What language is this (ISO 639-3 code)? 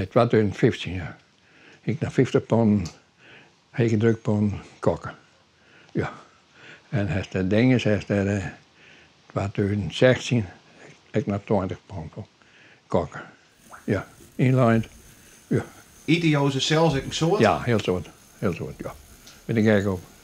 fry